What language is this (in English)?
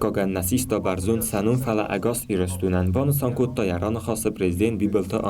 Ossetic